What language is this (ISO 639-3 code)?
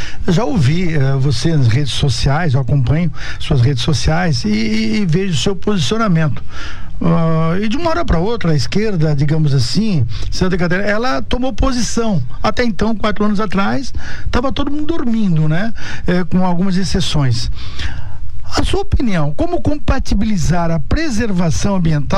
por